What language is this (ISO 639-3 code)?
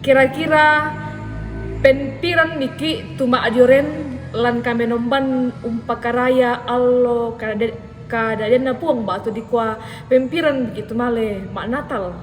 sda